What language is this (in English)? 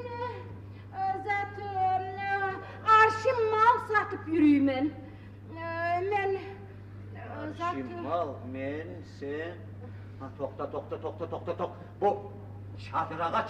Kumyk